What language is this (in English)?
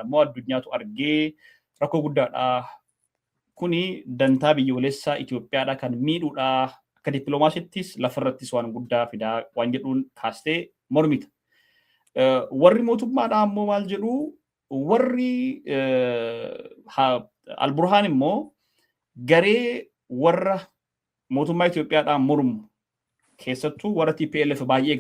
Oromo